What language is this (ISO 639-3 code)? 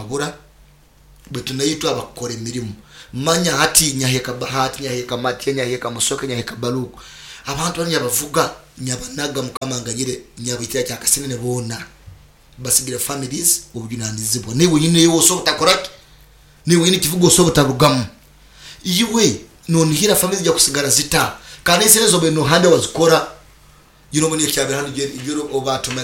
nyo